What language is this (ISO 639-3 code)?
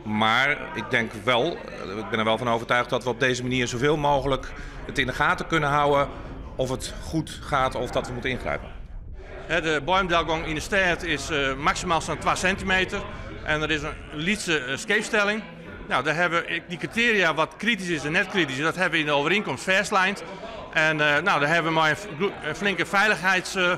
fry